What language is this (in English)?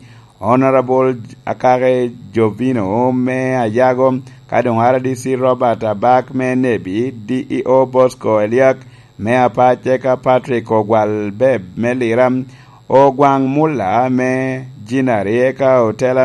Lango (Uganda)